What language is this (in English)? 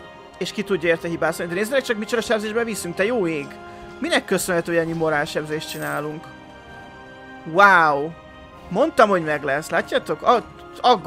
Hungarian